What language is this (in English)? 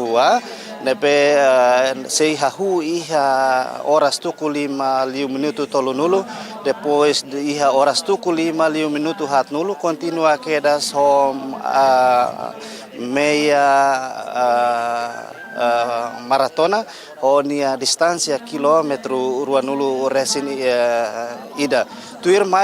Tetum